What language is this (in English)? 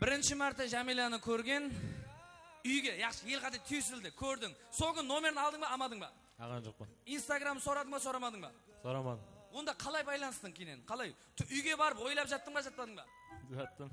Kara-Kalpak